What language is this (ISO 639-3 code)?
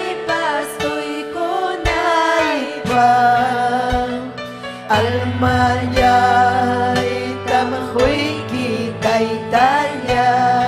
quy